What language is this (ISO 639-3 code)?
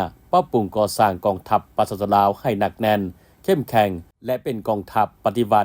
lao